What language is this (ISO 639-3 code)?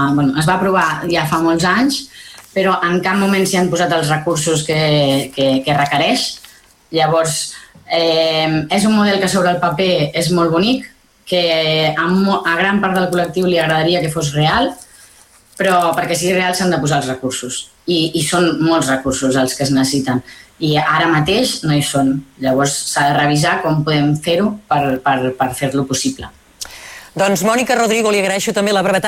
cat